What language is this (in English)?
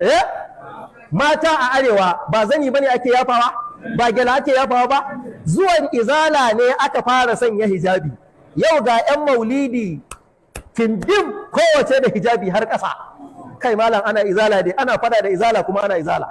Hausa